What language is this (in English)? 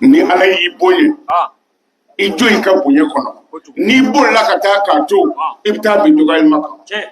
Bambara